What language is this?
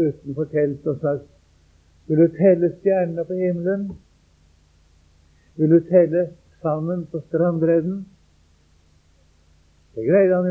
Norwegian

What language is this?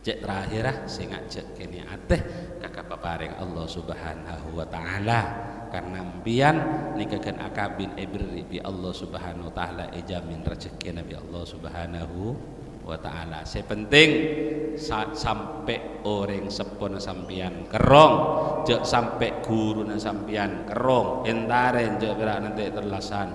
Madurese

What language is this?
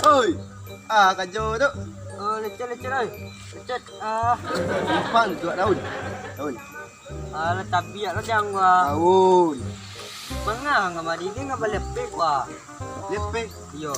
Minangkabau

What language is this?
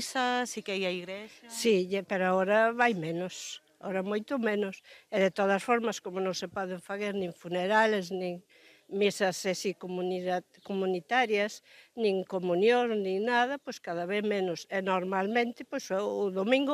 Galician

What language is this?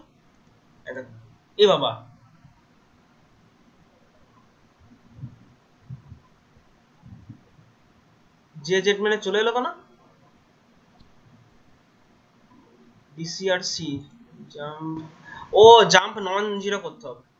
Bangla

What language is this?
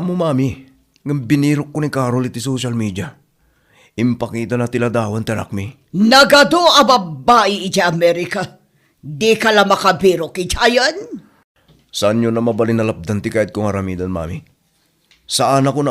Iloko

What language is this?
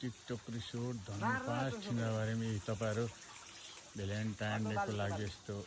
Nepali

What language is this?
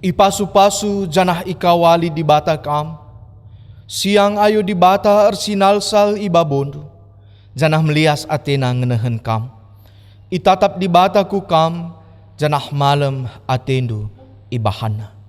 Batak Karo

